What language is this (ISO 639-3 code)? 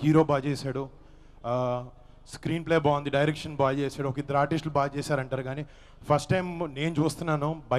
tel